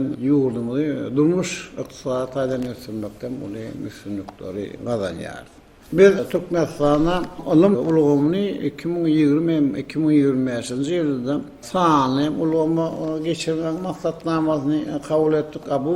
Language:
Turkmen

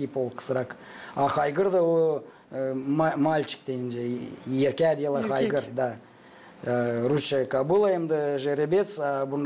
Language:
Gagauz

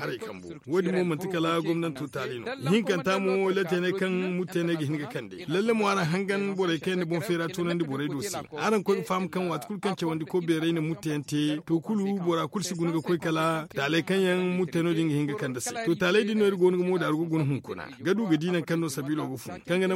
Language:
Zarma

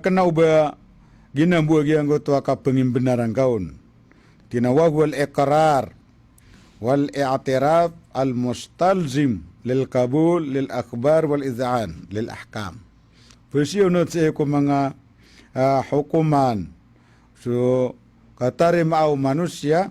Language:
Maranao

